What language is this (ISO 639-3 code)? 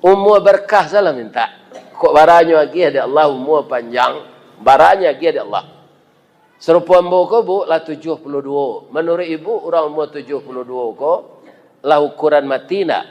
min